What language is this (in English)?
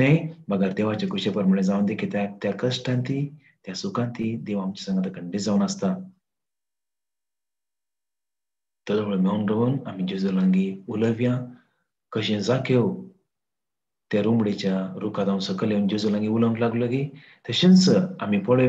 Konkani